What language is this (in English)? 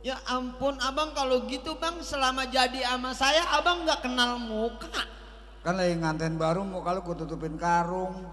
Betawi